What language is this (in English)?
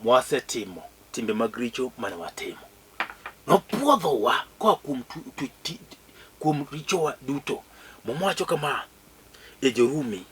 Luo (Kenya and Tanzania)